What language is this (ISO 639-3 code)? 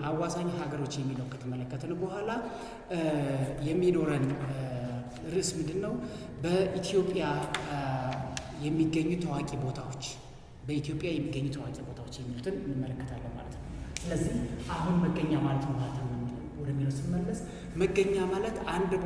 amh